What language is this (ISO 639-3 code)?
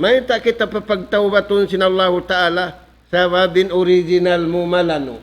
tsg